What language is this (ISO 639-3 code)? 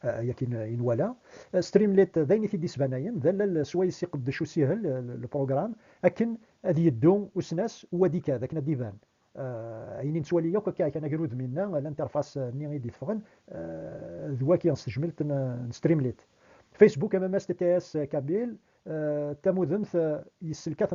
kab